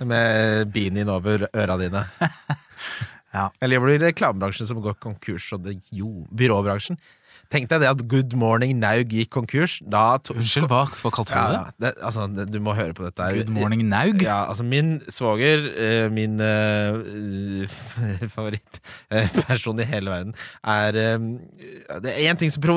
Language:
Norwegian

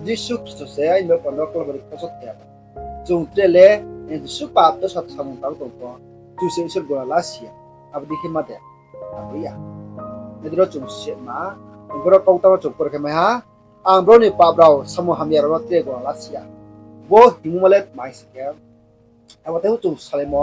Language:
Riang (India)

